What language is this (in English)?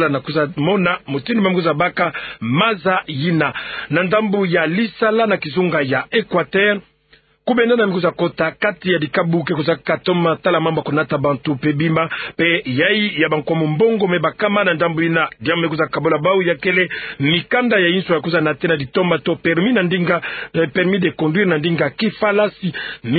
Kituba (Democratic Republic of Congo)